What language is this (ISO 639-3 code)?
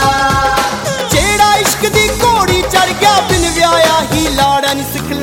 pan